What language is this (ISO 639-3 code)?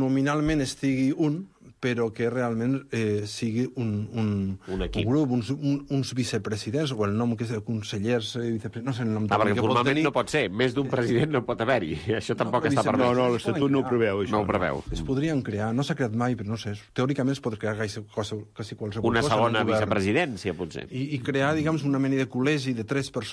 cat